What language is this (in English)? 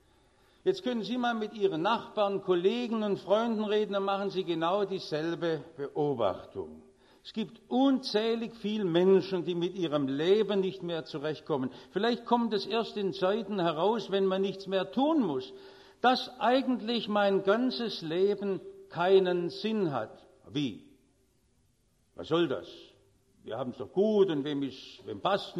German